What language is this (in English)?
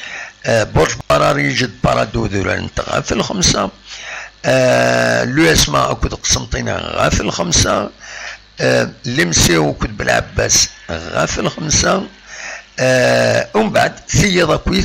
Kabyle